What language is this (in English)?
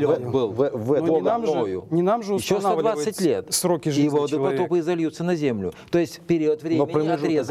Russian